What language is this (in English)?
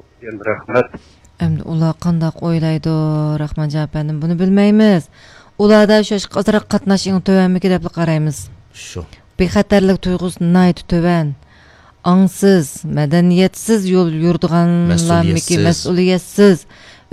Uyghur